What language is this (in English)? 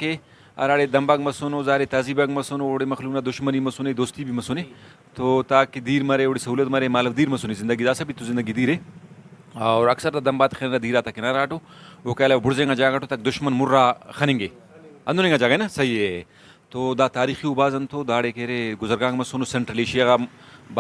Brahui